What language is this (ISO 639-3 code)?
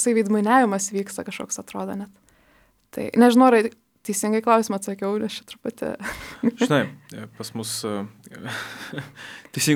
lit